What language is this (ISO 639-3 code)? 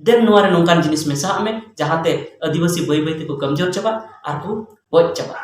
sat